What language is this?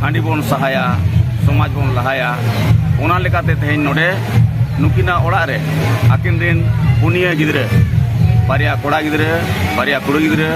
Santali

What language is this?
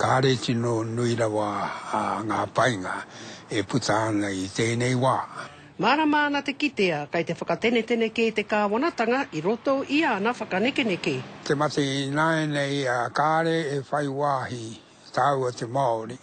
Māori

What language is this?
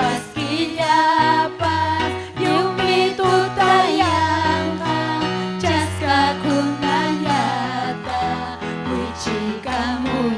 Ayacucho Quechua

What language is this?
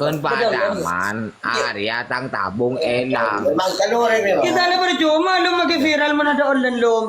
Madurese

